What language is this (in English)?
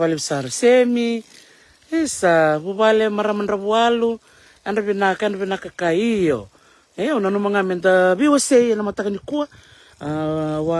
Fijian